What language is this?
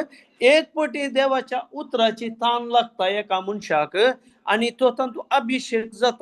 Konkani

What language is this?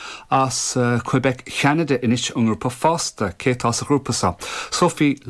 Irish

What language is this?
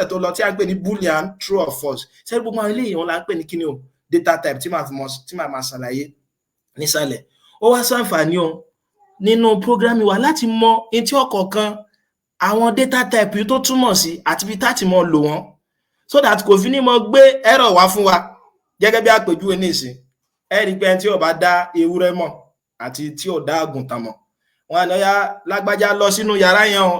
Yoruba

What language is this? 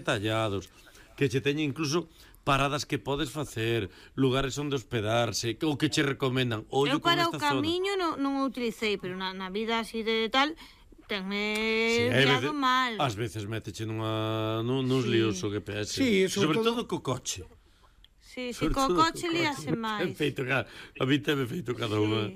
Galician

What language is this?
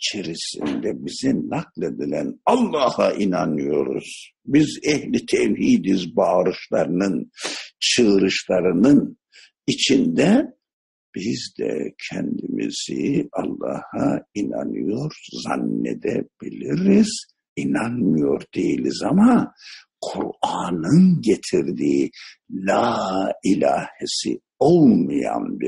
Turkish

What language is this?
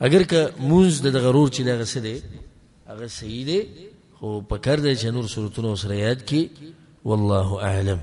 Pashto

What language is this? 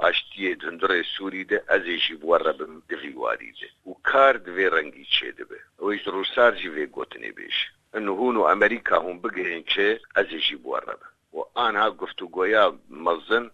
Kurdish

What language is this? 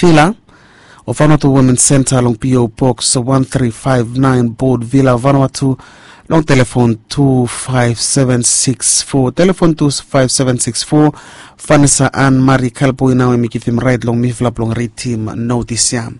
Bislama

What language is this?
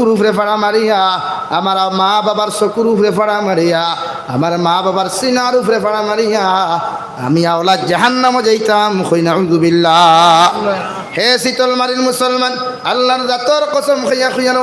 Sylheti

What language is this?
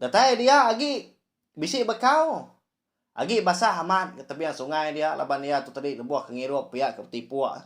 Iban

